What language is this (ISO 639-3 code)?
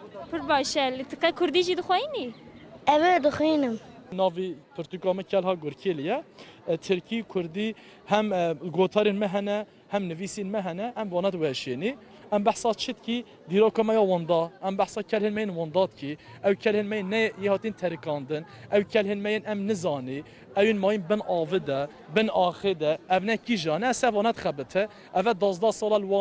kur